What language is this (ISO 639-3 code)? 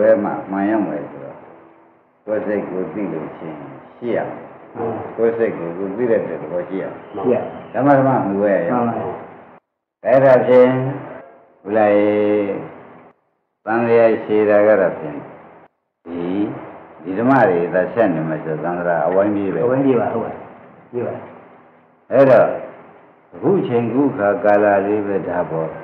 mya